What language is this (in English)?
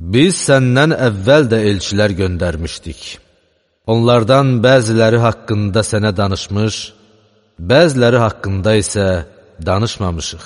Azerbaijani